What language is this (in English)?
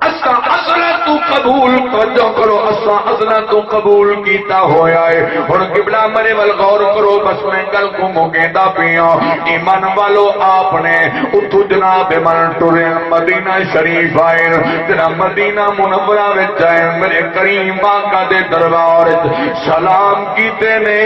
Saraiki